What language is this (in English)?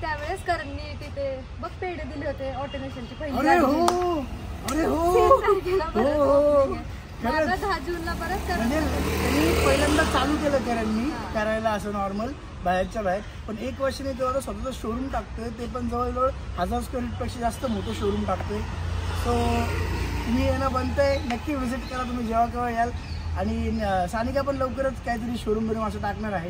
Marathi